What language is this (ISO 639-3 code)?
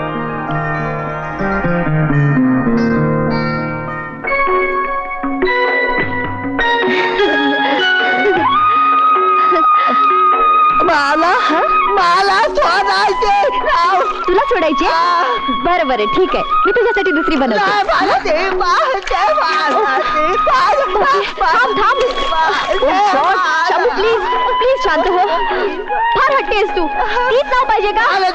mar